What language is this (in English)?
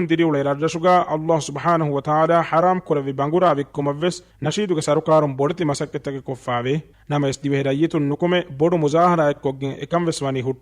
Divehi